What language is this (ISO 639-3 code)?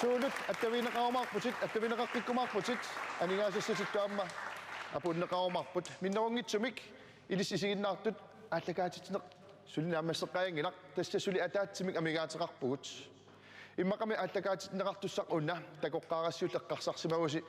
kal